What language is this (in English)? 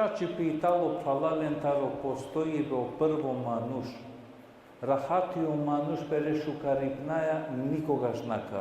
Balkan Romani